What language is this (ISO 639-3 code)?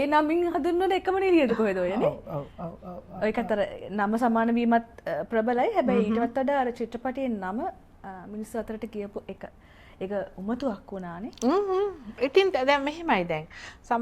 sin